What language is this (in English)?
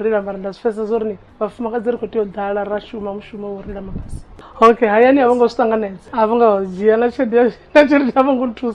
Venda